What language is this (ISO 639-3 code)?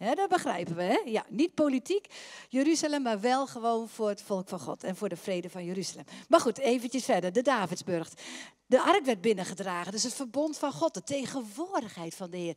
nld